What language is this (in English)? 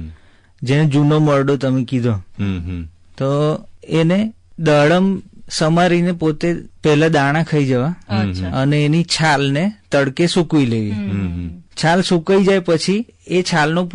Gujarati